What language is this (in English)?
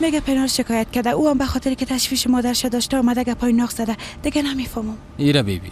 Persian